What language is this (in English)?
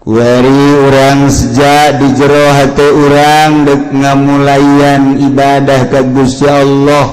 Sundanese